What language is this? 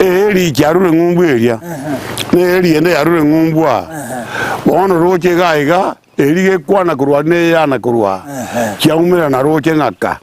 Gusii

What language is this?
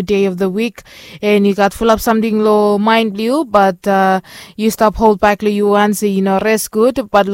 Bislama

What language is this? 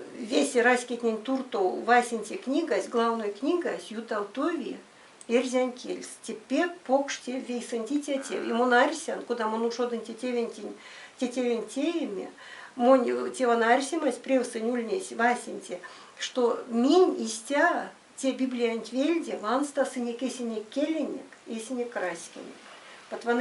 Erzya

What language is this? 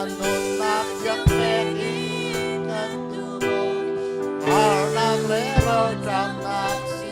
Hakha Chin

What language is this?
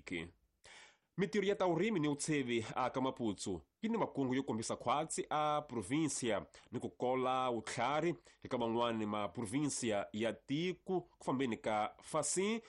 Tsonga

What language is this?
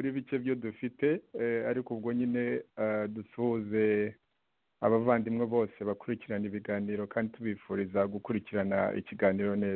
Kinyarwanda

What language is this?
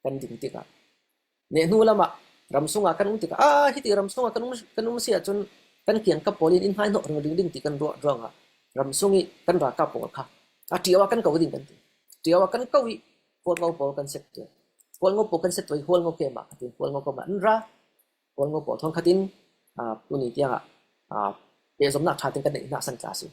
Falam Chin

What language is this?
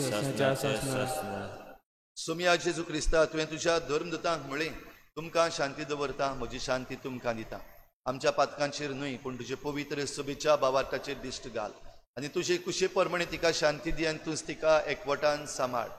Konkani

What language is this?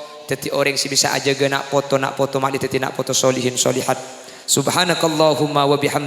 Madurese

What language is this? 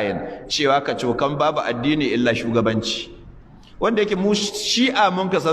Hausa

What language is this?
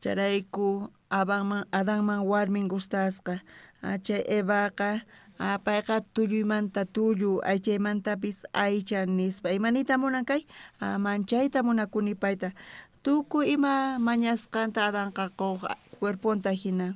South Bolivian Quechua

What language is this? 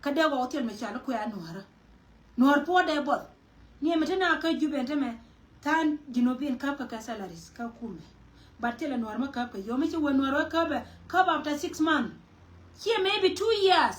Nuer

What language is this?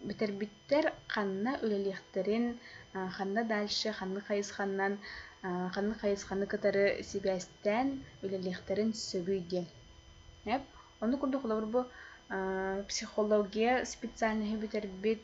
Yakut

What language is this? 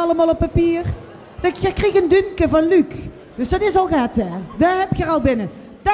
Limburgish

